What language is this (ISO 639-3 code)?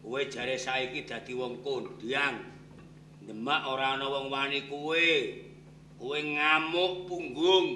jav